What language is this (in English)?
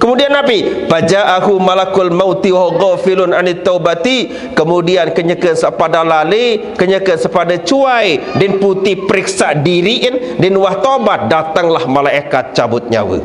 Sasak